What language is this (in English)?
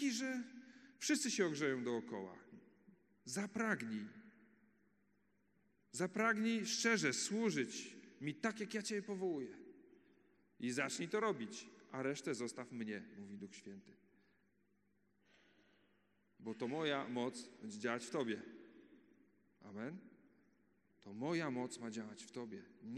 Polish